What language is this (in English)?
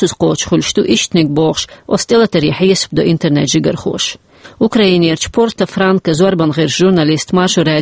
Chechen